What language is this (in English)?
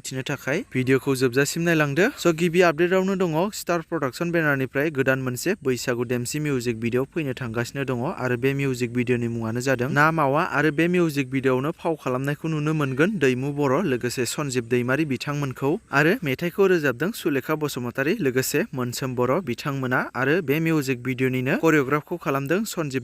Bodo